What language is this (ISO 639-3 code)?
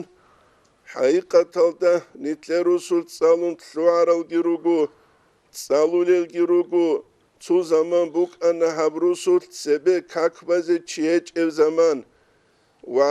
ava